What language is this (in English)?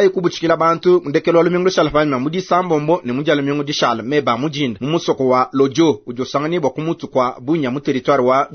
Luba-Lulua